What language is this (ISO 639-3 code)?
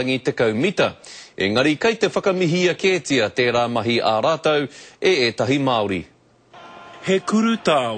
mri